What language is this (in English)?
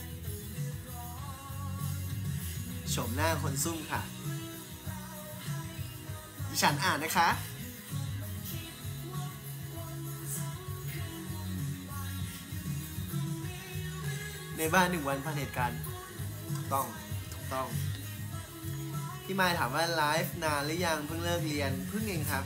Thai